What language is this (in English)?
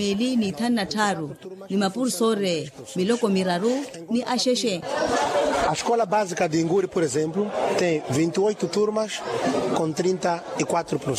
Makhuwa